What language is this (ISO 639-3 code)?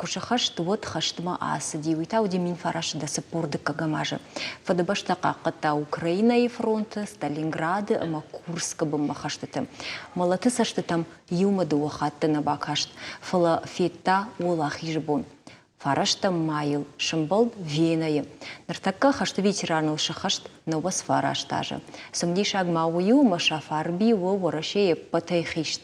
oss